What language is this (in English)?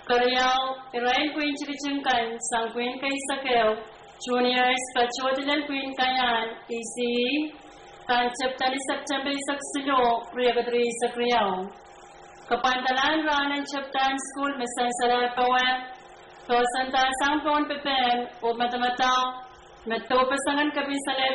Pohnpeian